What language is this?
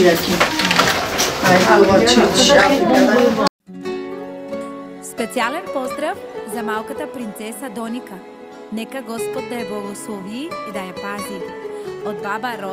Bulgarian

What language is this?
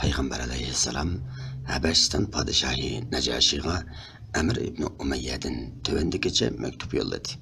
Uyghur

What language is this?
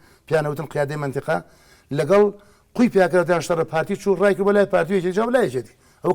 Central Kurdish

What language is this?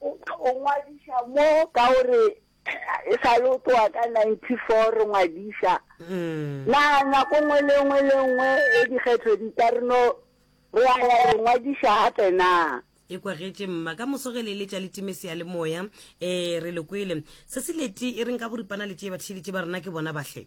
Northern Sotho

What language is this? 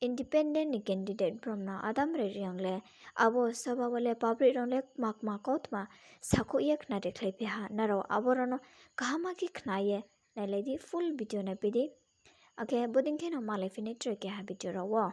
Riang (India)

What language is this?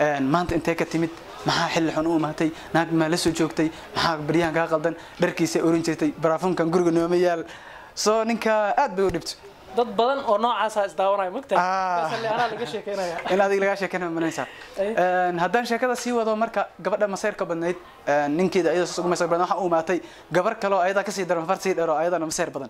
Somali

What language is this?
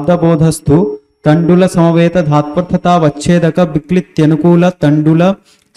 Sanskrit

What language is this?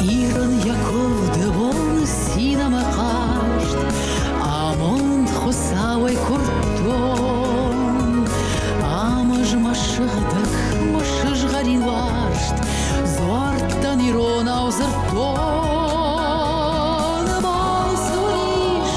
Ossetic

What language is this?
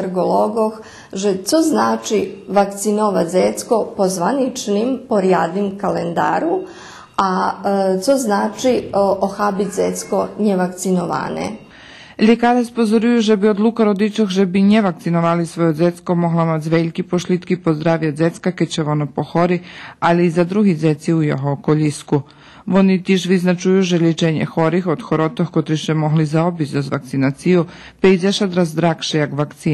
Rusyn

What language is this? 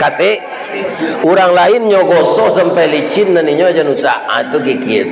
Minangkabau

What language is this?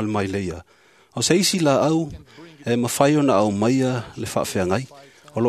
Samoan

